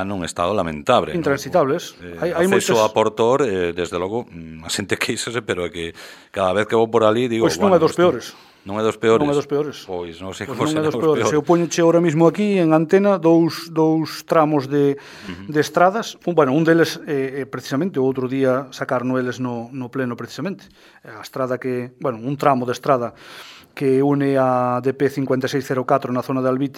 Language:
Galician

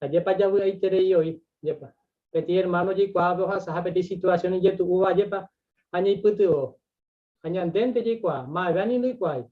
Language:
Guarani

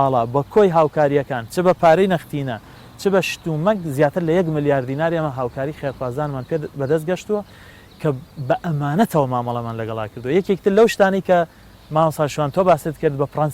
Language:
Central Kurdish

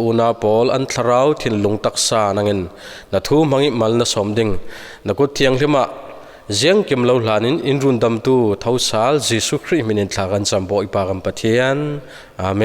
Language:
Falam Chin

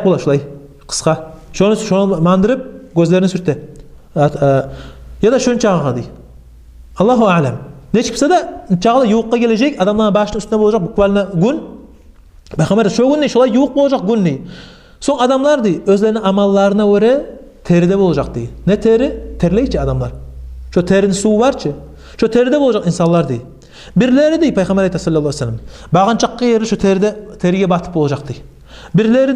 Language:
Kumyk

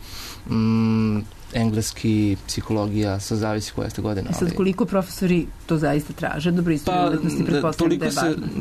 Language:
Serbian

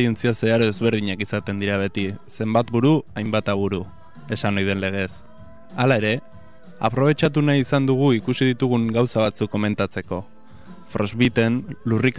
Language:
Basque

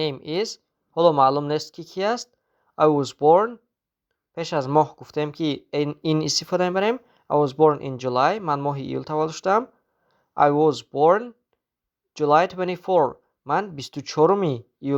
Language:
Tajik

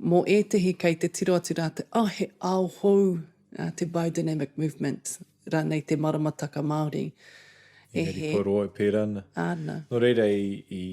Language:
Māori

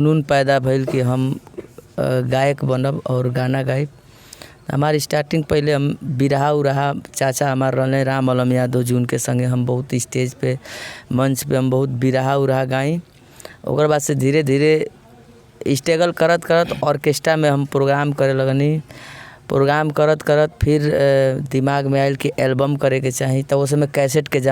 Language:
Bhojpuri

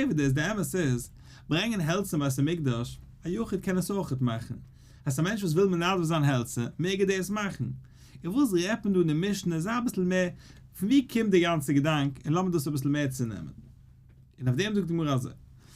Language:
Yiddish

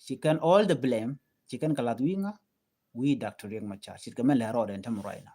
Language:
Nuer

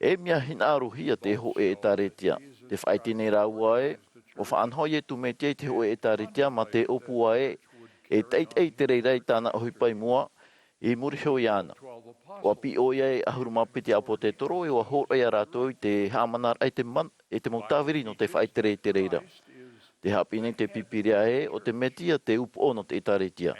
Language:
Tahitian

